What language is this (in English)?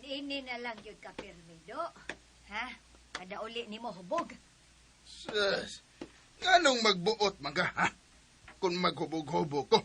Cebuano